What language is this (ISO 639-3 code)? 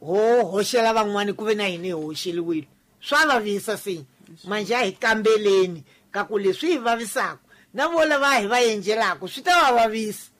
tso